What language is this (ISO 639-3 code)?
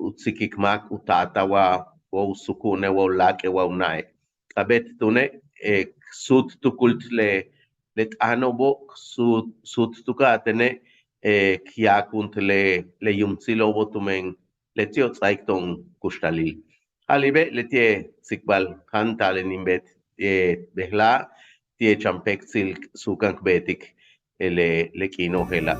yua